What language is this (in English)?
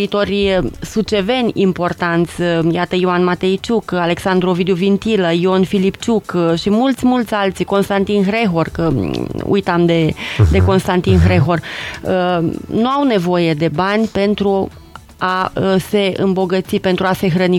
Romanian